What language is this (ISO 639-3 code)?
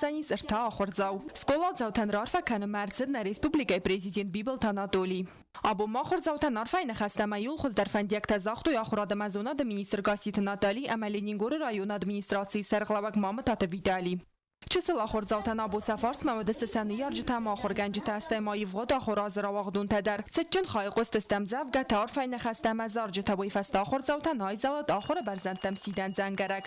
oss